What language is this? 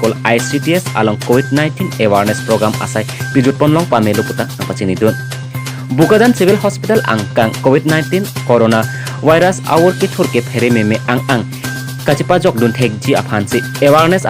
Karbi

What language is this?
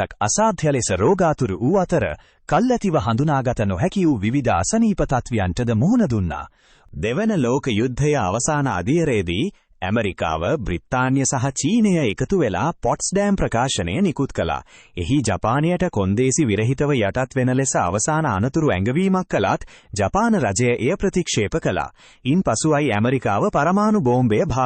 Sinhala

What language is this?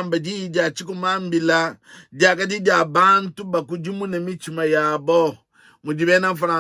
Luba-Lulua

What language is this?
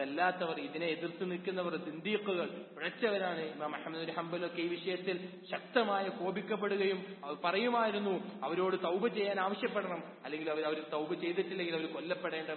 Malayalam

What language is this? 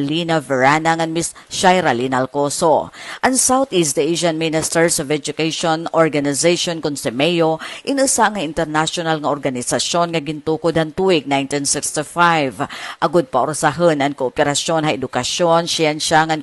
Waray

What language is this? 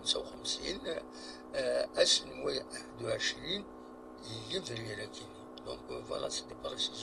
Kabyle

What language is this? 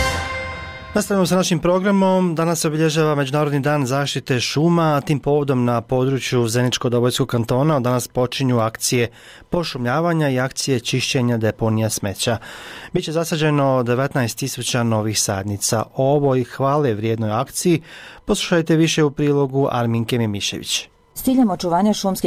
Bosnian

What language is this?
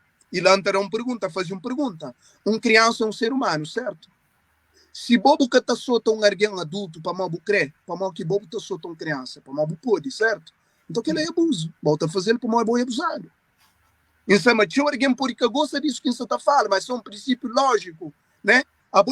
Kabuverdianu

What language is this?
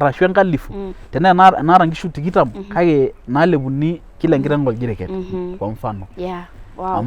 Masai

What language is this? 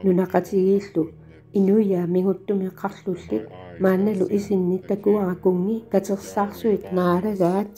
Kalaallisut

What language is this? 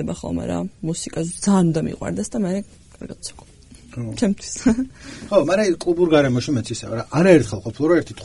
Georgian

